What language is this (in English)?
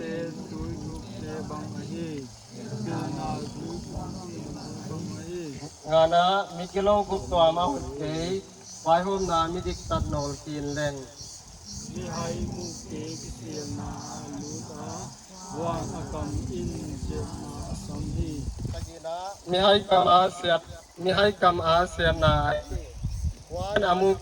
Paite Chin